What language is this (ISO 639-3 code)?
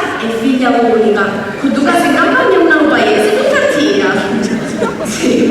scn